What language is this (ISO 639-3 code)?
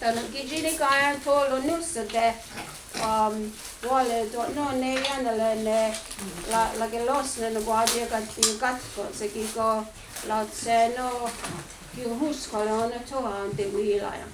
moh